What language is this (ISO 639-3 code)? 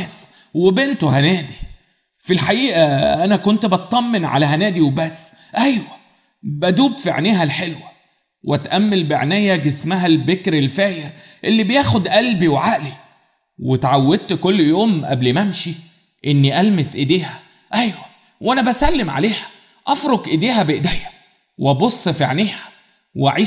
arz